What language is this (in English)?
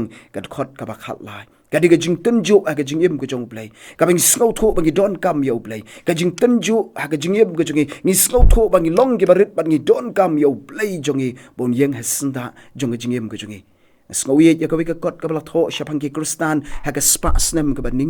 Khasi